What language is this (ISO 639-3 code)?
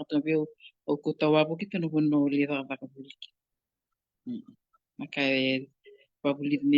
fij